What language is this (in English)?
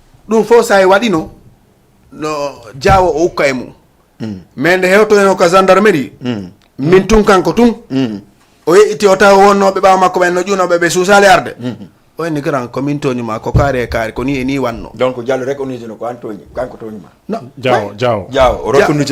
Fula